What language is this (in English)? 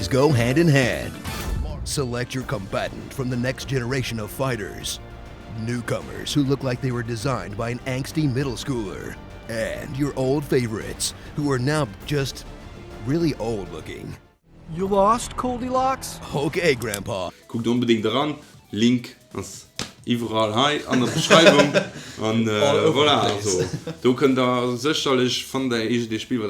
Luxembourgish